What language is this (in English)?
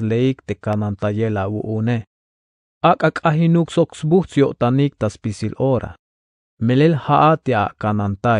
Tzeltal